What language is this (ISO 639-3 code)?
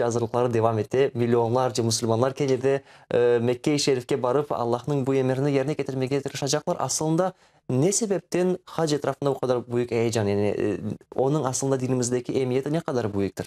crh